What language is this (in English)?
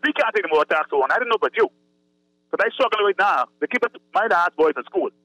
English